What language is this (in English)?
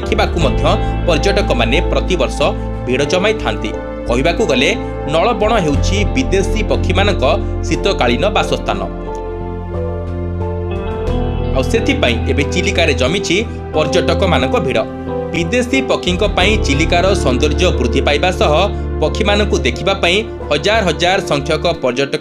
Odia